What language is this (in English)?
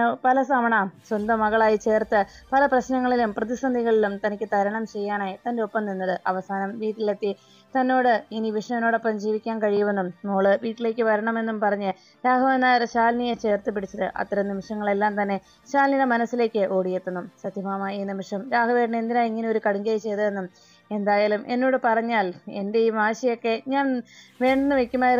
Malayalam